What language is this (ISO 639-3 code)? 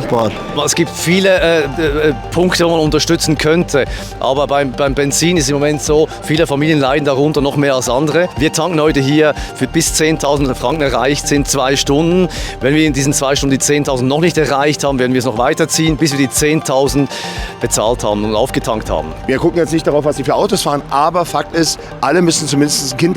gsw